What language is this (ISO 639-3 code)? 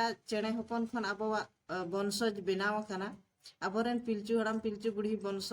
sat